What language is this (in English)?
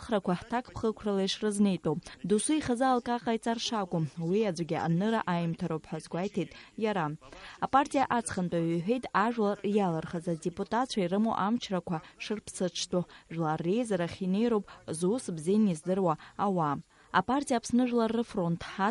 Abkhazian